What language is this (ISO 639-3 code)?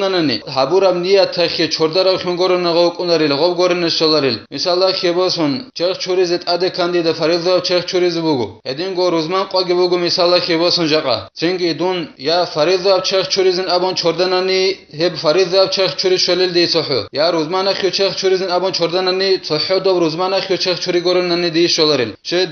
ava